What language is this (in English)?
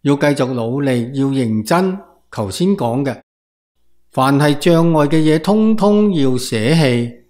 Cantonese